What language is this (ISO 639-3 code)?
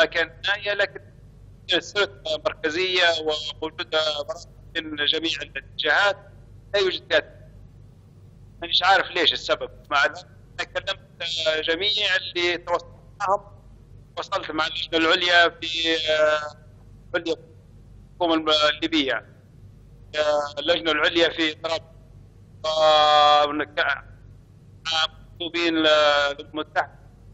ayl